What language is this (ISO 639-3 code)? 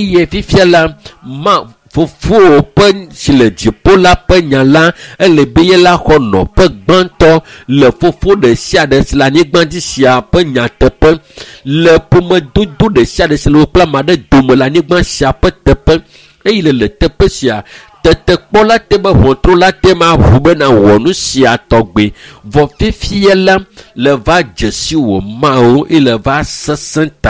ewe